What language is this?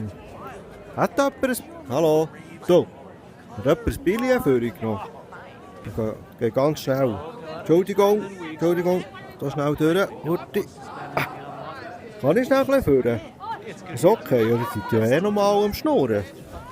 Swiss German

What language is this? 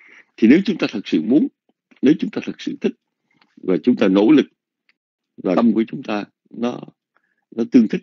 Vietnamese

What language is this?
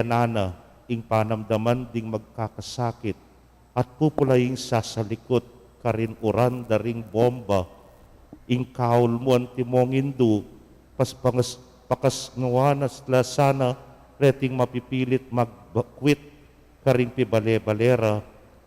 Pampanga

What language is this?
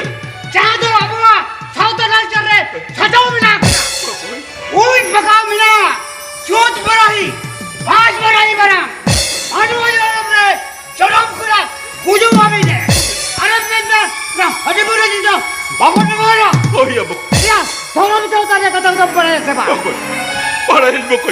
Santali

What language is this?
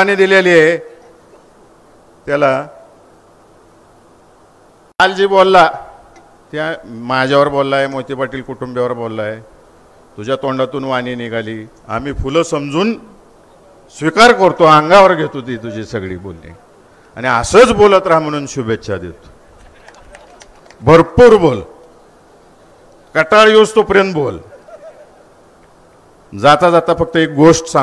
Marathi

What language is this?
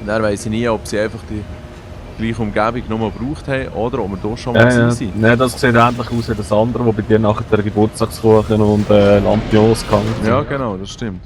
Swiss German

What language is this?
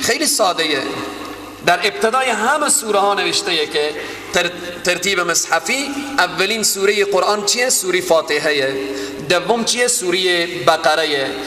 Persian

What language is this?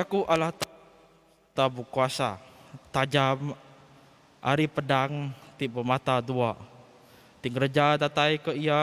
Iban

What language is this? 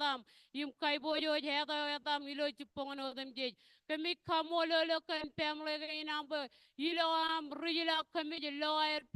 Marshallese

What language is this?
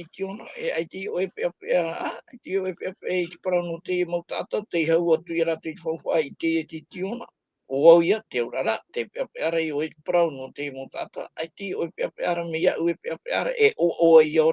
Tahitian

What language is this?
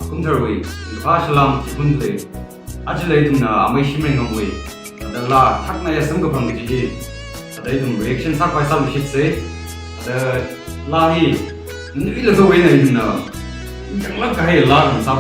Tangkhul Naga (India)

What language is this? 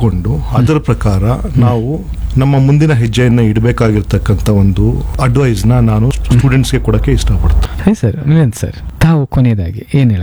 Kannada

